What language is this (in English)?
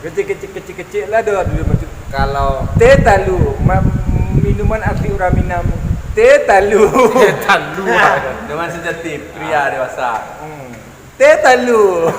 Minangkabau